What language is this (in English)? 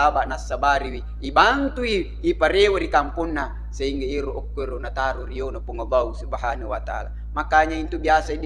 Buginese